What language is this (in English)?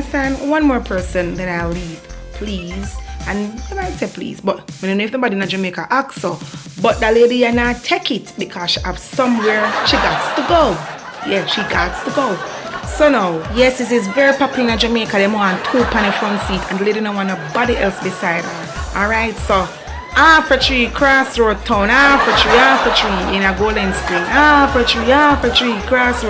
Jamaican Creole English